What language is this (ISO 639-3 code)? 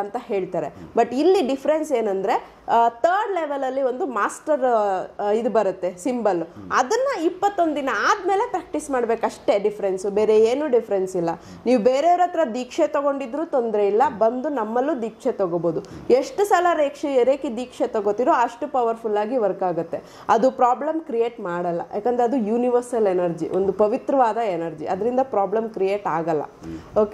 kan